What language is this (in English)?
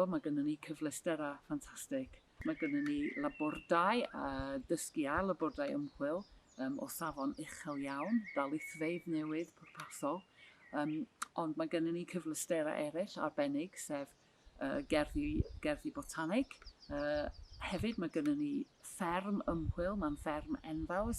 Welsh